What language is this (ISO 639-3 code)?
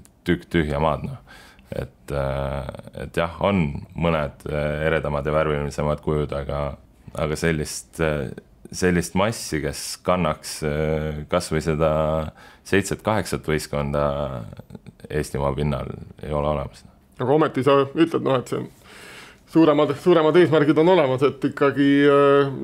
est